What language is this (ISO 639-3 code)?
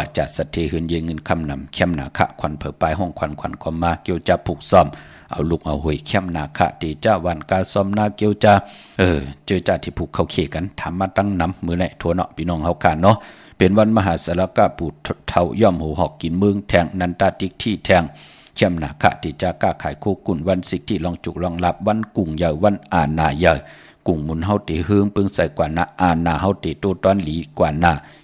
shn